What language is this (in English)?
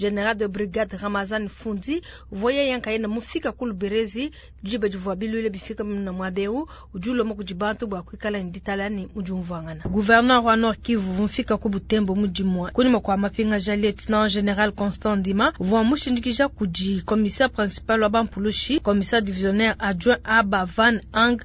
Luba-Lulua